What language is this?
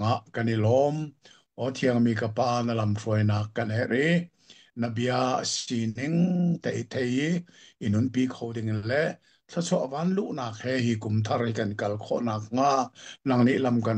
Hakha Chin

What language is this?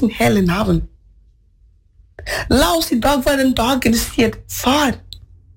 Norwegian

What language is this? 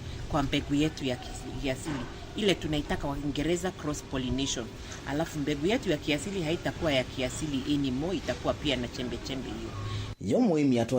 Kamba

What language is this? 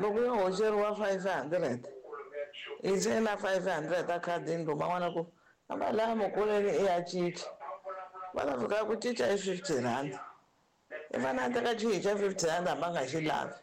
Tsonga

